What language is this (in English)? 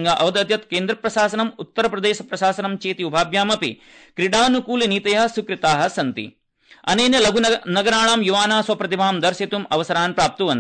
Sanskrit